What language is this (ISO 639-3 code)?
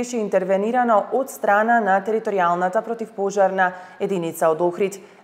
mkd